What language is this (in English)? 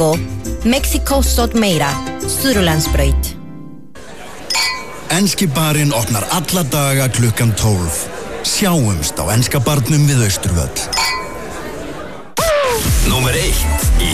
Icelandic